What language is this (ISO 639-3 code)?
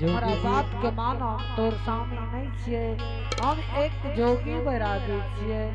anp